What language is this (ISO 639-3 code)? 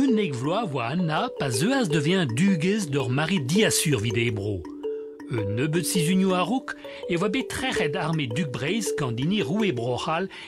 bre